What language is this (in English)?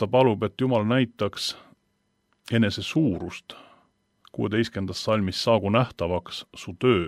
Estonian